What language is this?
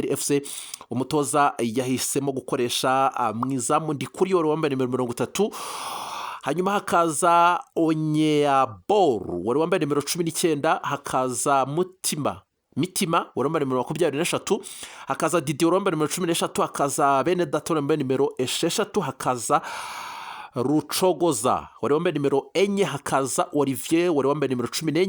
Kinyarwanda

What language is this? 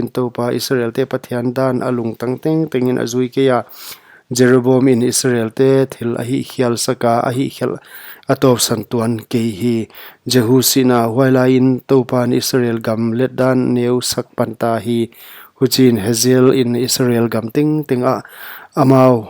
Paite Chin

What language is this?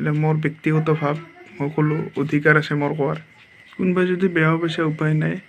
Assamese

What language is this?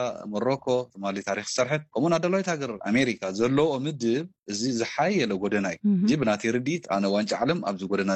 Tigrinya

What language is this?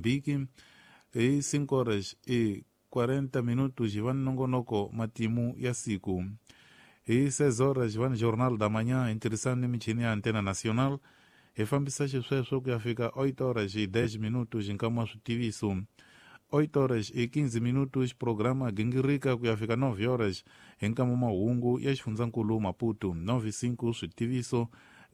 Tsonga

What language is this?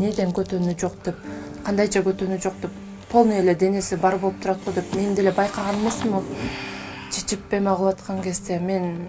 Kyrgyz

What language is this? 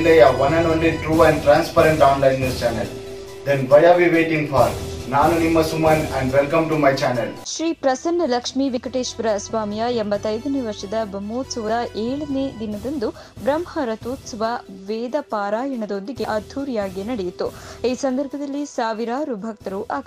Kannada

